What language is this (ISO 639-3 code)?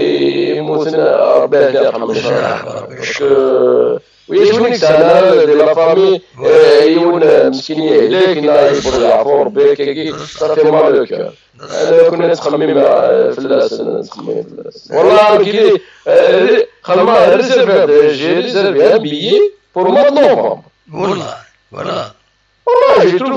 kab